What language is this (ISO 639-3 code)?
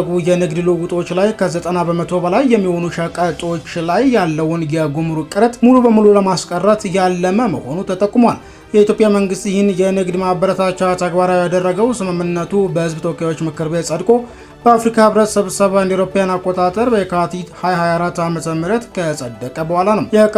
amh